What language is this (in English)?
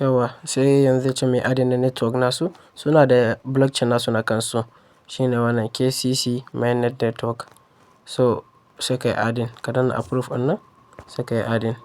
Hausa